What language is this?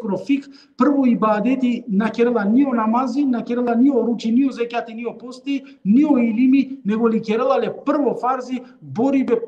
Balkan Romani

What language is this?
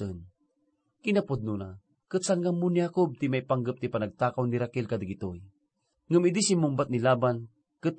Iloko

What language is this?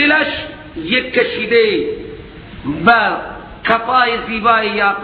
Persian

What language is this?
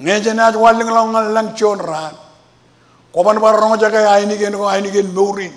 Marshallese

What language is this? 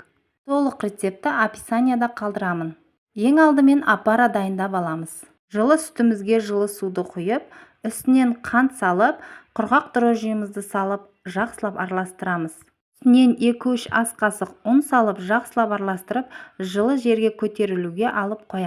Kazakh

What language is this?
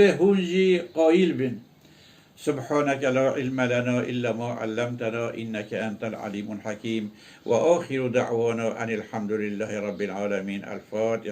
Kurdish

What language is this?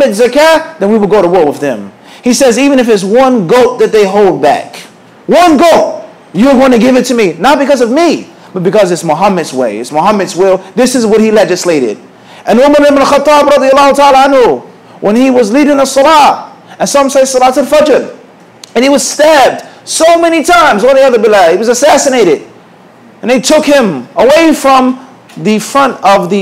English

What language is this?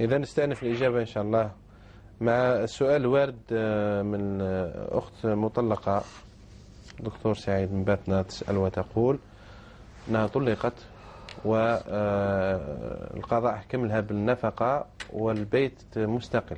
Algerian Arabic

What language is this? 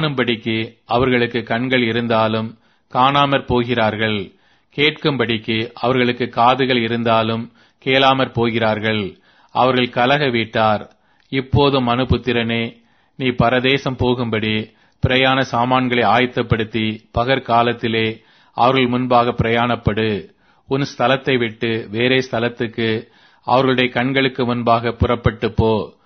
Tamil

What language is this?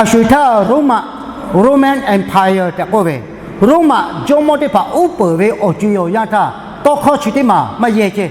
Lahu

